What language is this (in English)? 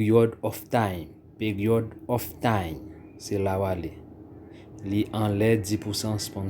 Haitian Creole